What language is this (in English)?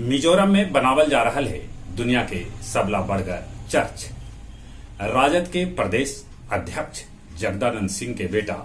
Magahi